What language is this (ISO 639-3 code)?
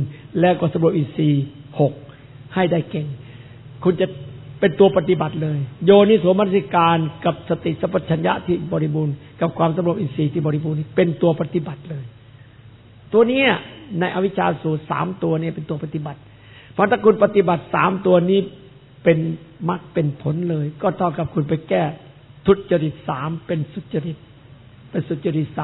tha